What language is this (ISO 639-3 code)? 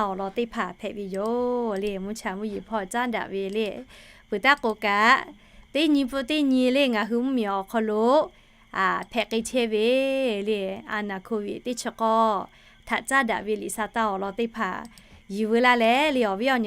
lhu